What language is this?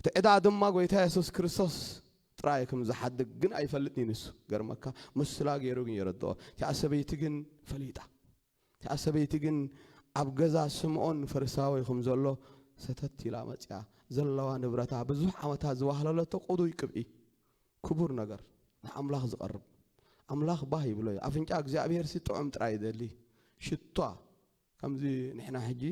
Tigrinya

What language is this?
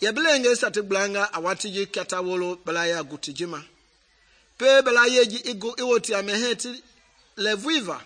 Mende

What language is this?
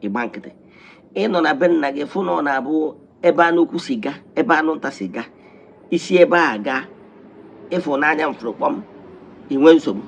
Igbo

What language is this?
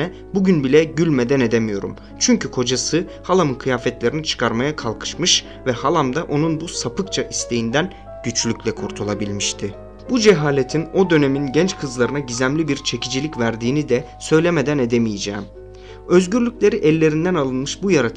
Turkish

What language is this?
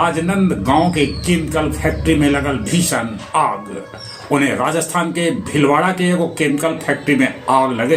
Magahi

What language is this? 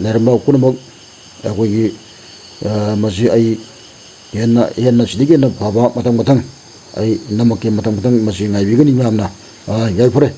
Manipuri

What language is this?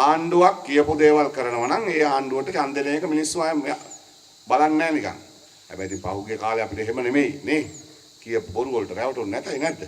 Sinhala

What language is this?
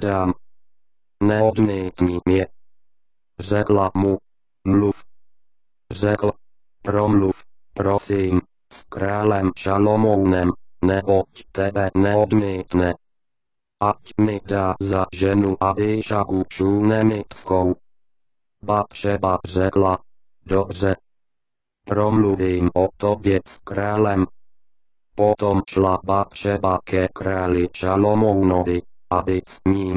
Czech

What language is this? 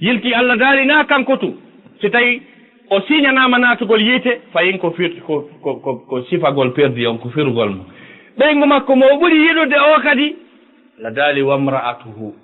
Fula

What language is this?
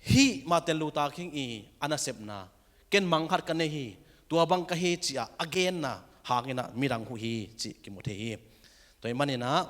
Tedim Chin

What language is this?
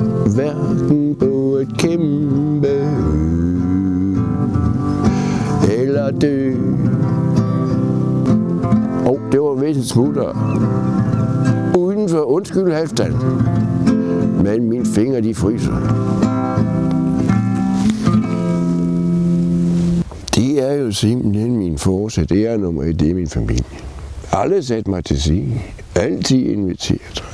Danish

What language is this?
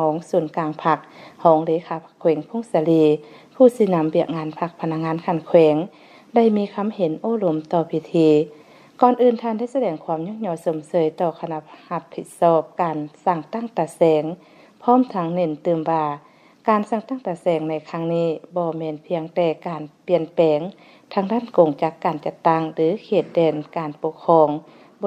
Lao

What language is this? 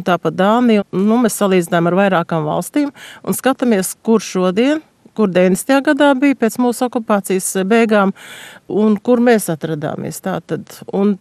Latvian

